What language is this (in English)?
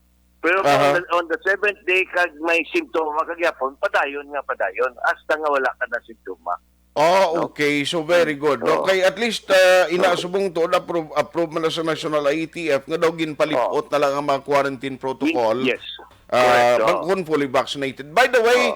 Hiligaynon